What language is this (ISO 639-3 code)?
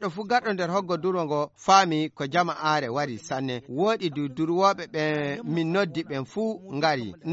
ful